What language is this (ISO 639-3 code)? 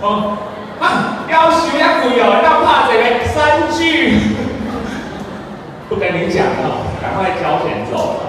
nan